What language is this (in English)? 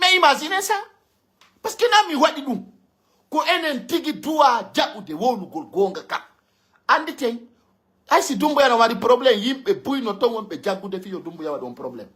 Pular